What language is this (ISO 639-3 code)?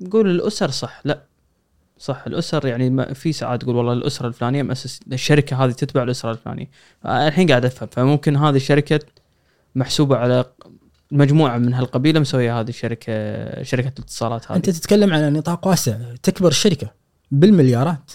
afb